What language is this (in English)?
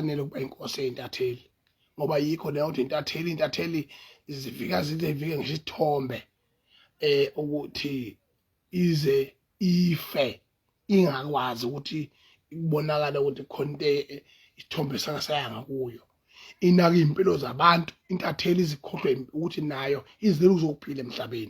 Zulu